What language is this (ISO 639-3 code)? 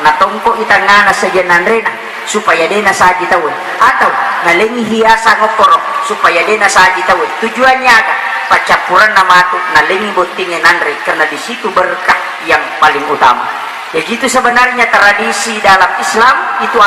bug